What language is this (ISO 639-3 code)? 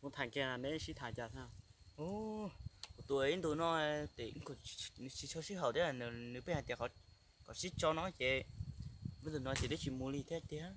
hmn